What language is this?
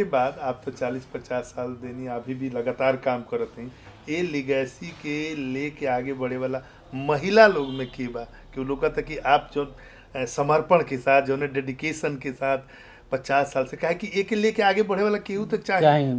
Bhojpuri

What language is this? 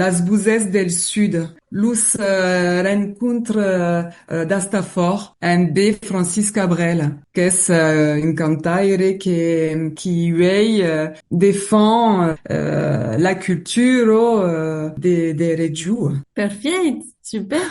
Occitan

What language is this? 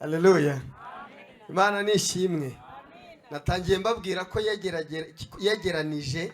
Kinyarwanda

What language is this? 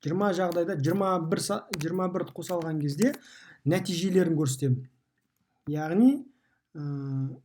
Kazakh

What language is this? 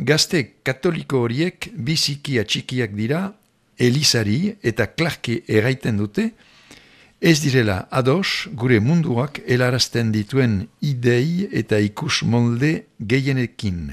Basque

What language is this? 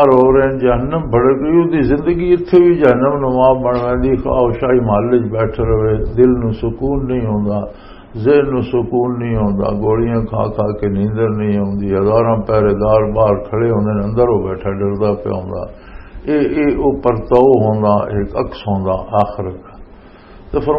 Western Panjabi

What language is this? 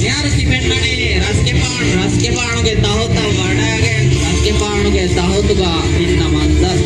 Divehi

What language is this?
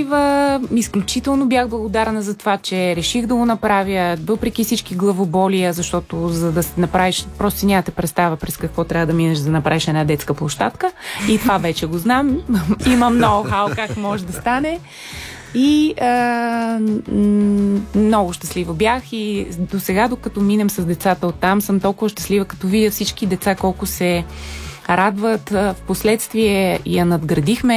Bulgarian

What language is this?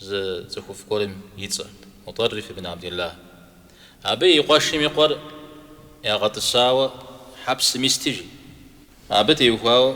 Kabardian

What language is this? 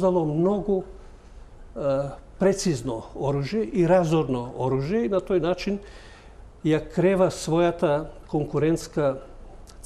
Macedonian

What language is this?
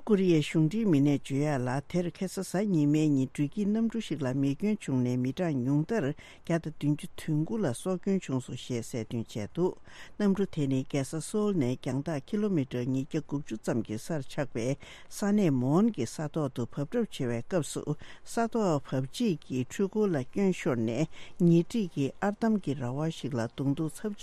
Tibetan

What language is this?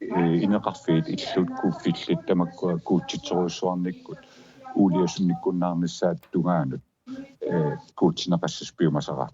Kalaallisut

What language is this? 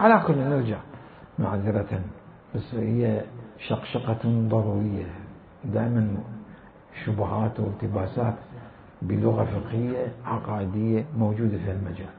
Mesopotamian Arabic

